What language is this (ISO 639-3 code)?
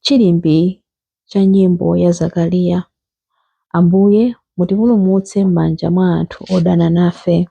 nya